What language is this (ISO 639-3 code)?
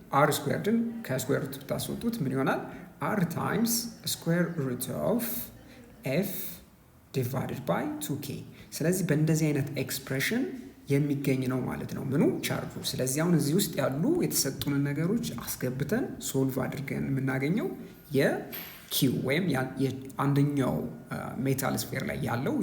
amh